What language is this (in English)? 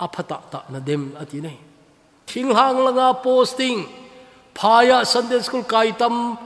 Thado Chin